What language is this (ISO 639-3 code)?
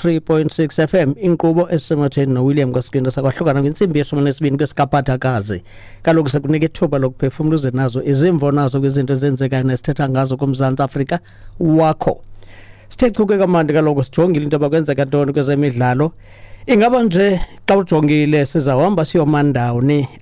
xho